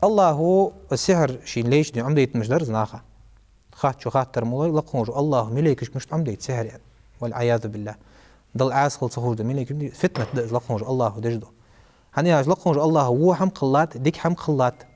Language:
Ingush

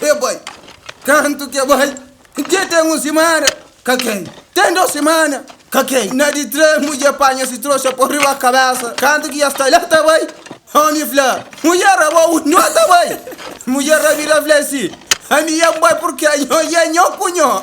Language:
Kabuverdianu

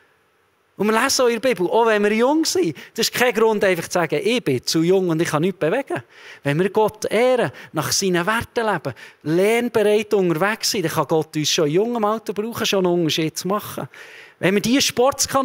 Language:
Swiss German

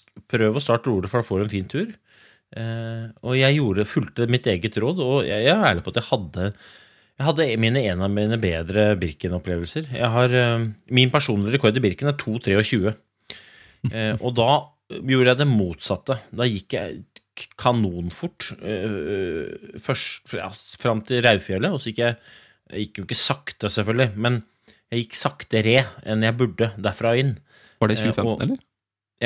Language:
Norwegian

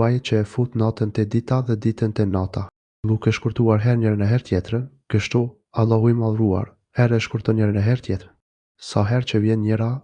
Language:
Albanian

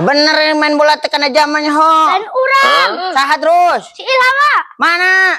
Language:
Sundanese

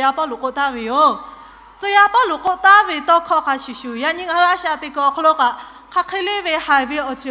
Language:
Lahu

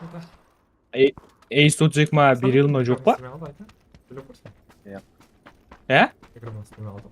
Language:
Kara-Kalpak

